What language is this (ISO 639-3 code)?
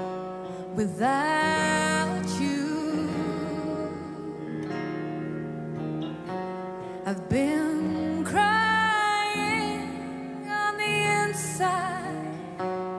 eng